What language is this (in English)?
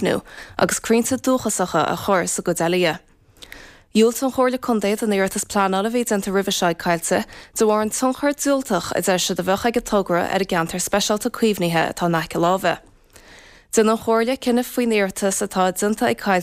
Irish